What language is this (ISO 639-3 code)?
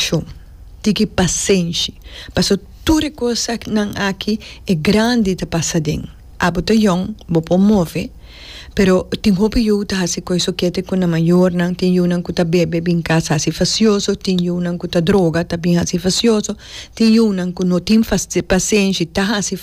pap